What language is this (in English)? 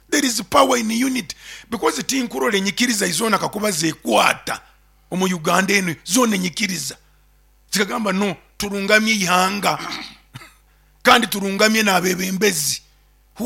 Nyoro